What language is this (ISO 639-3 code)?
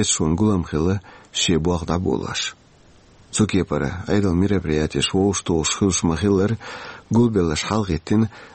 che